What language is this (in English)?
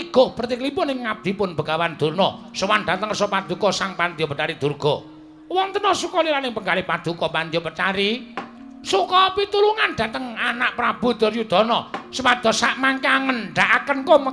Javanese